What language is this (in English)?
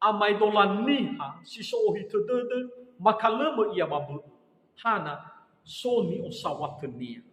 Nias